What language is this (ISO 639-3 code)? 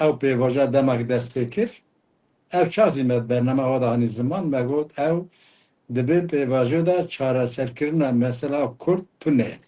kur